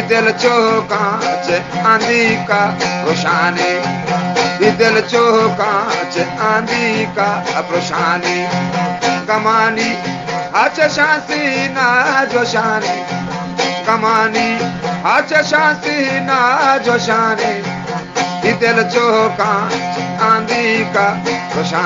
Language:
Eastern Balochi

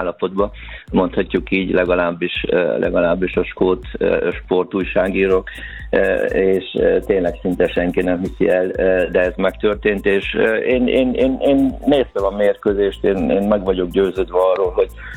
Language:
Hungarian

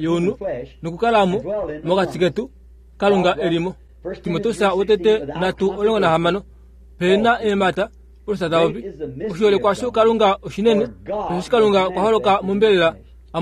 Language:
Kuanyama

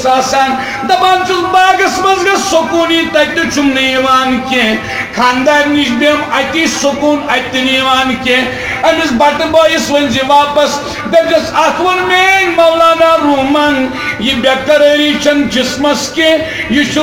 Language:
Kashmiri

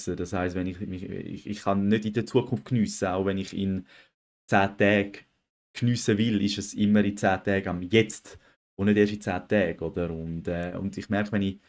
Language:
Swiss German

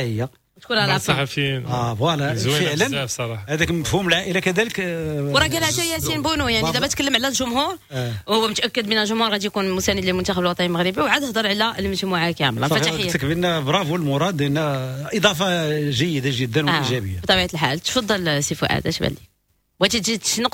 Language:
Moroccan Arabic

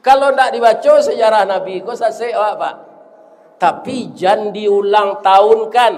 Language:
Minangkabau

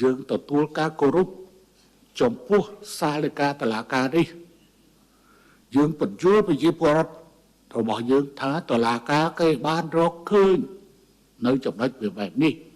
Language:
Khmer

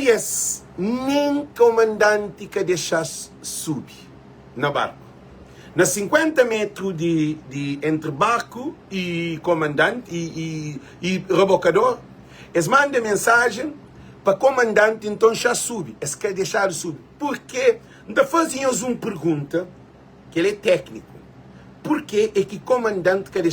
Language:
Kabuverdianu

